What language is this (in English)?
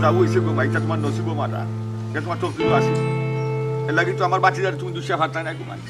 Sylheti